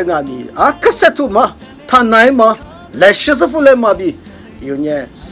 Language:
Lisu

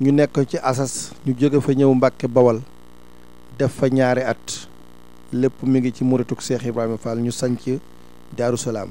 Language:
Wolof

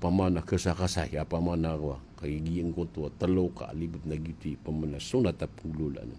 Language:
Maranao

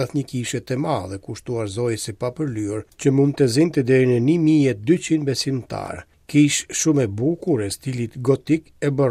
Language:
Albanian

